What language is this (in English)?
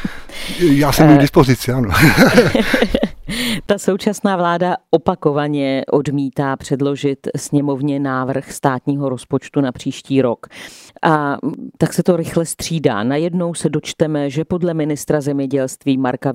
Czech